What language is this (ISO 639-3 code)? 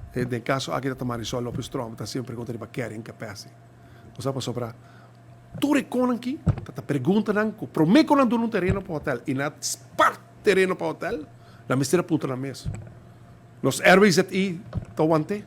pap